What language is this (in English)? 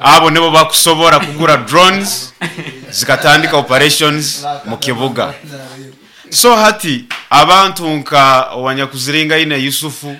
Nyoro